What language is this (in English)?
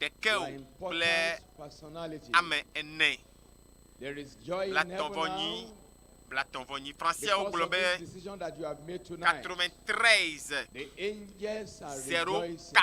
Ewe